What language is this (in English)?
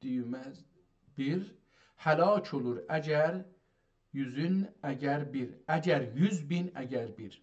South Azerbaijani